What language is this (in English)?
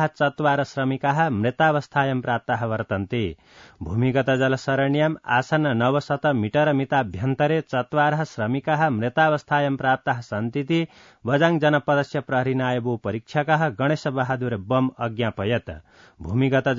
Sanskrit